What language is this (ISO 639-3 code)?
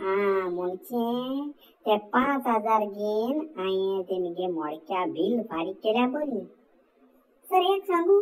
kok